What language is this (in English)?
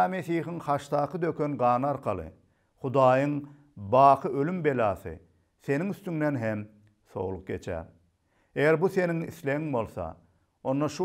Turkmen